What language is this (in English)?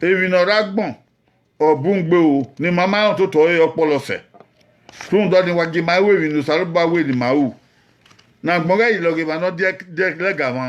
Bini